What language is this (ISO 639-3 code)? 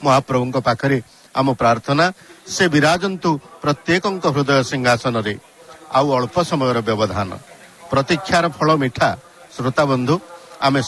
ori